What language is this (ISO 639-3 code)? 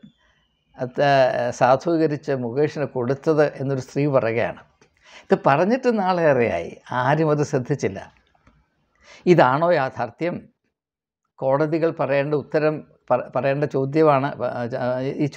mal